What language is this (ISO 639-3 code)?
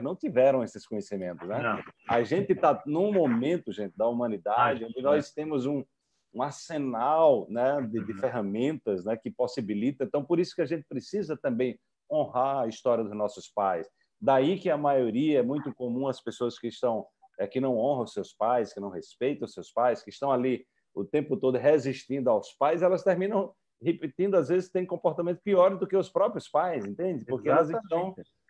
por